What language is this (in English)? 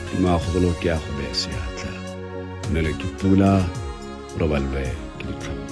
Tswana